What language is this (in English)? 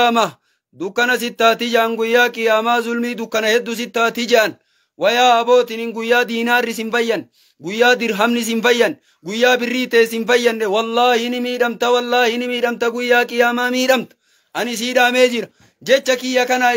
Oromo